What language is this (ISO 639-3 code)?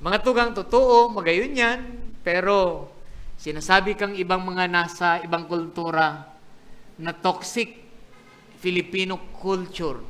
bik